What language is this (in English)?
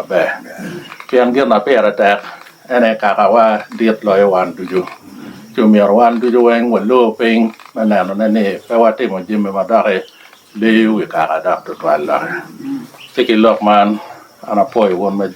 Lango (Uganda)